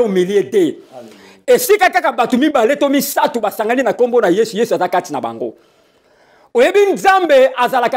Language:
Lingala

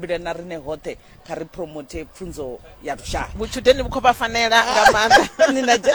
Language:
Venda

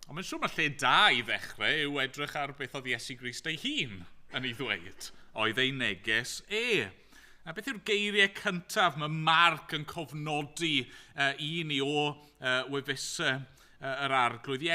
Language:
Welsh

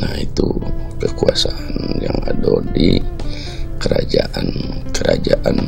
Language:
Minangkabau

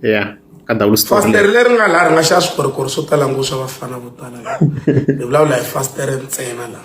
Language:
Tsonga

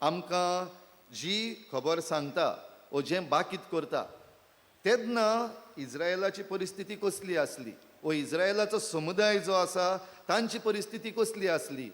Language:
Konkani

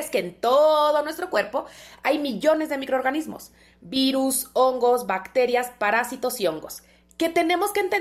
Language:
Spanish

